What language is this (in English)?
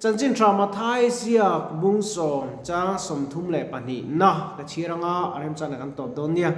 Mizo